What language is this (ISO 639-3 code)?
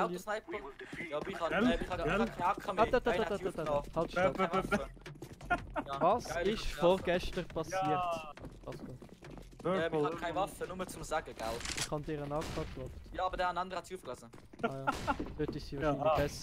gsw